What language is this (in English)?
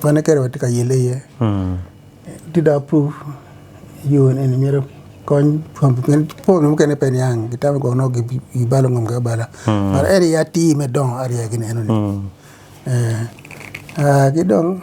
Acoli